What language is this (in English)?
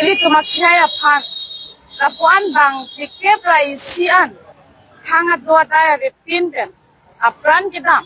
Karbi